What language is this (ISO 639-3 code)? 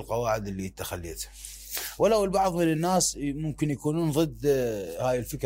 acm